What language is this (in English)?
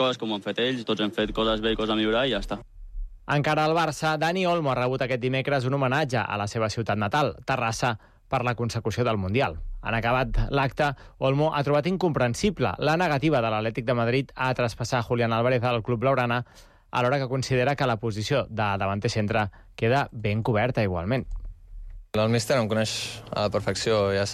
Catalan